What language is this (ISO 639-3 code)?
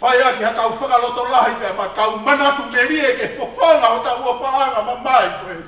ton